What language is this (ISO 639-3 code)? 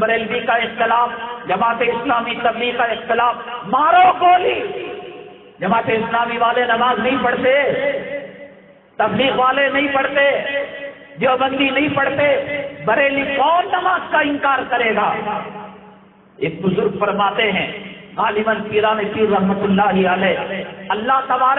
urd